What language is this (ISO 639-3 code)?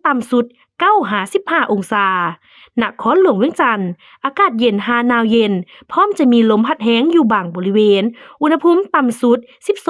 lao